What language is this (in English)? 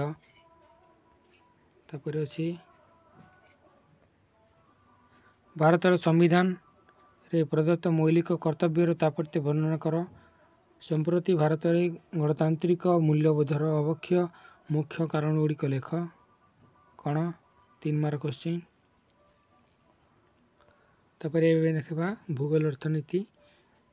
Odia